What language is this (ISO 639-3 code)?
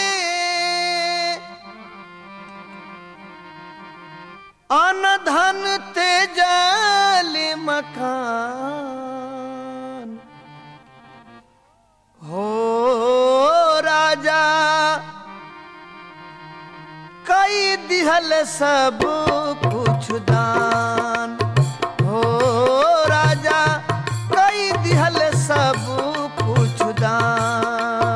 bho